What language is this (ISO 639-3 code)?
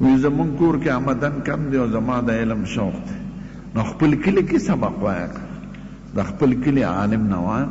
pus